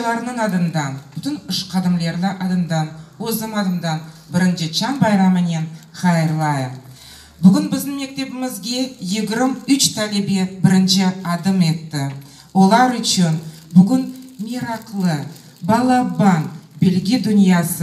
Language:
Crimean Tatar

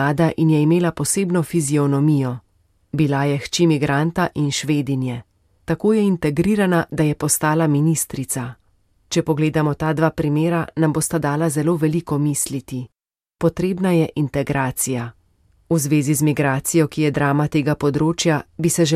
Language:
Slovenian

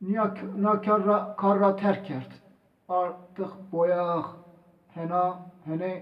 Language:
Zaza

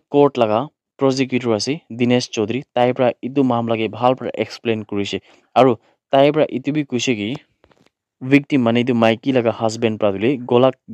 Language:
Naga Pidgin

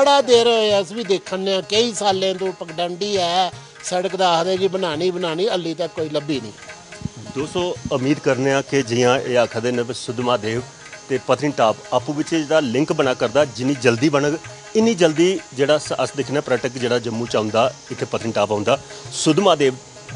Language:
Dogri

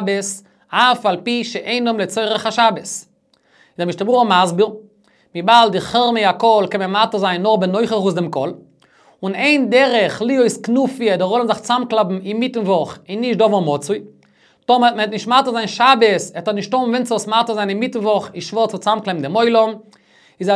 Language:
Yiddish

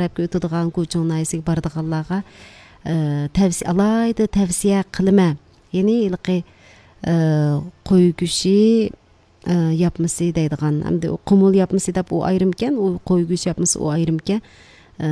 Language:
Uyghur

